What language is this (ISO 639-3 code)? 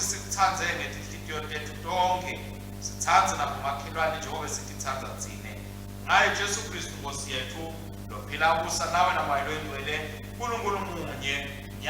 ssw